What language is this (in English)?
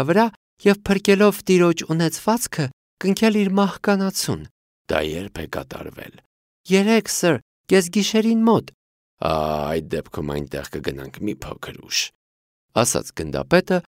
Armenian